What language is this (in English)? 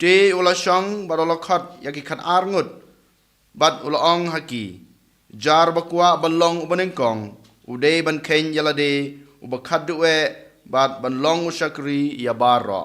Khasi